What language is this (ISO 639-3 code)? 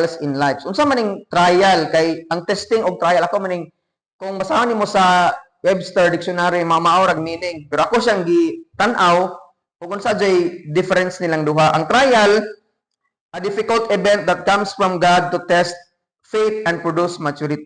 ceb